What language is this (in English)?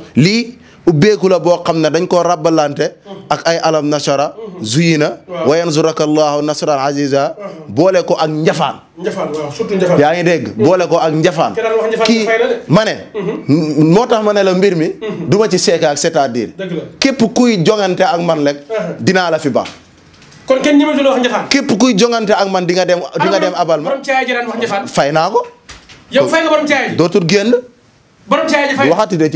Wolof